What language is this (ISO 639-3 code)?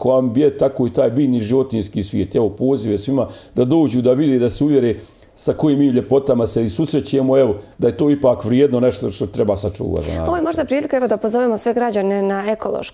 bos